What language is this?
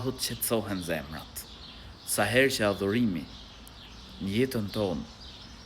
Albanian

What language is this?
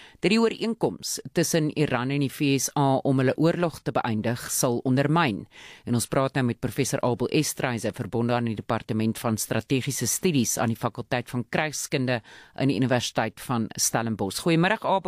Afrikaans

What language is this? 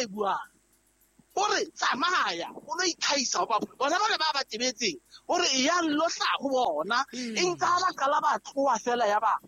Southern Sotho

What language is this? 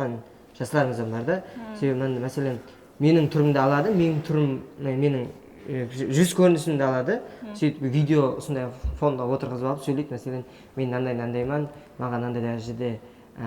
Kara-Kalpak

